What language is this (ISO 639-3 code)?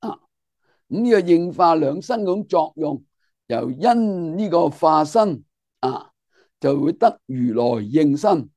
yue